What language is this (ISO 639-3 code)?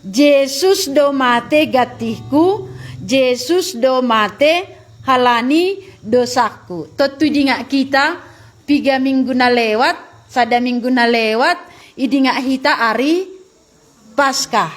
bts